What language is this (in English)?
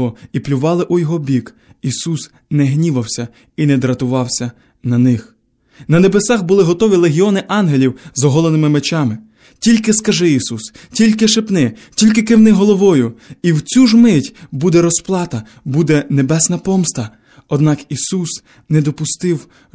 Ukrainian